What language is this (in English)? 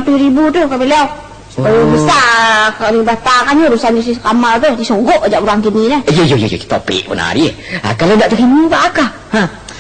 Minangkabau